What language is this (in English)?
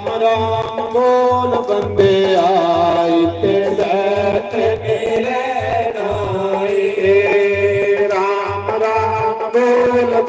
Dogri